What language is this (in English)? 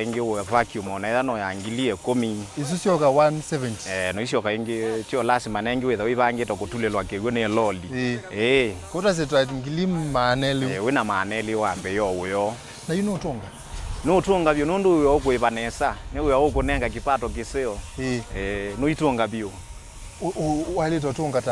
Kamba